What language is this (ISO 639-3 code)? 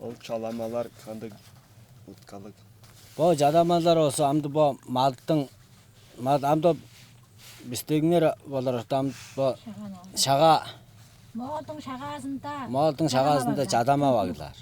tyv